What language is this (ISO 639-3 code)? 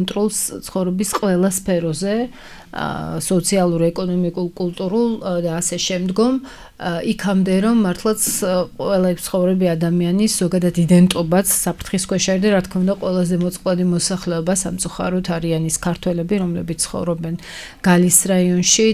kat